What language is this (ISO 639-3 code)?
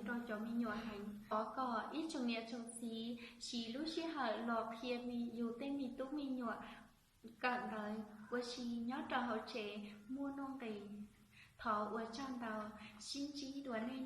hmn